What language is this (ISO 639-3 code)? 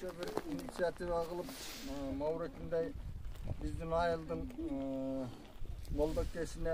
kir